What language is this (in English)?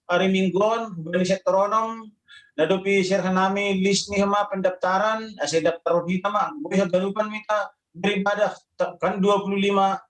Batak Simalungun